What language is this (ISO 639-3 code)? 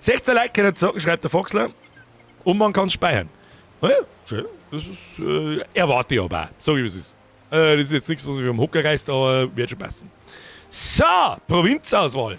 bar